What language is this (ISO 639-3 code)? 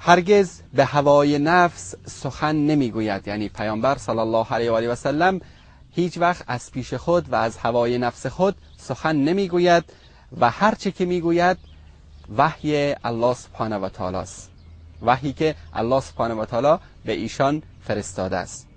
fas